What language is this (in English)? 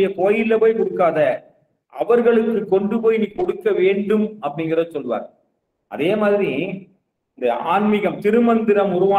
Tamil